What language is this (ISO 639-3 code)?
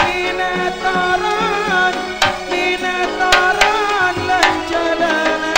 mad